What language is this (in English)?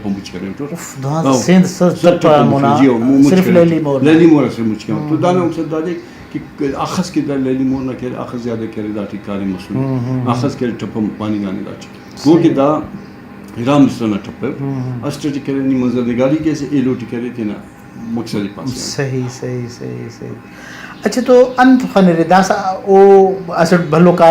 Brahui